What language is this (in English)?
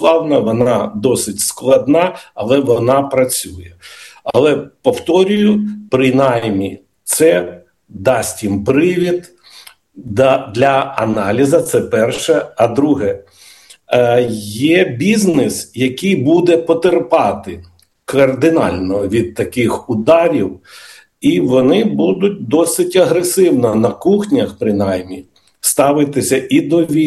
Ukrainian